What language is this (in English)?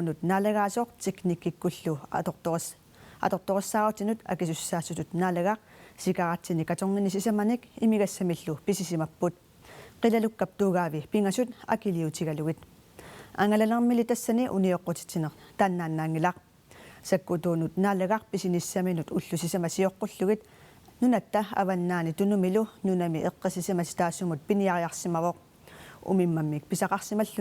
Kalaallisut